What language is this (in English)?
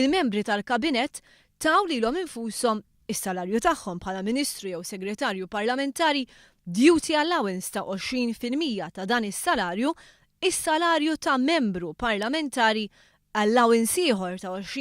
Maltese